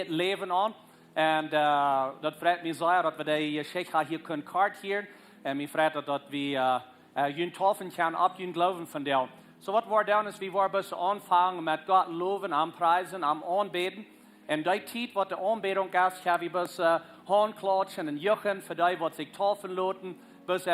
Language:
Plautdietsch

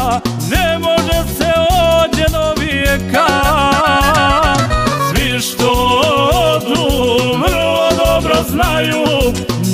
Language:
Serbian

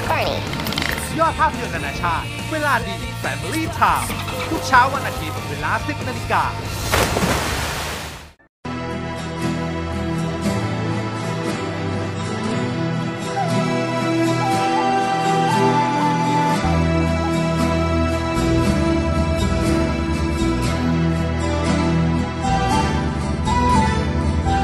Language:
Thai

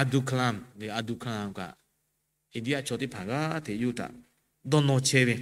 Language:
Lahu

